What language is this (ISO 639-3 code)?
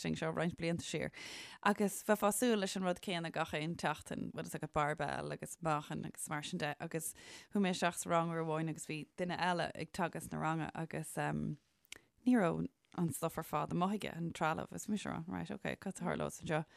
gle